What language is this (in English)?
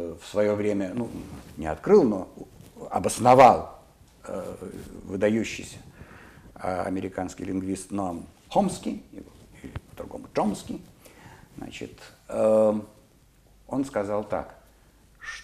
Russian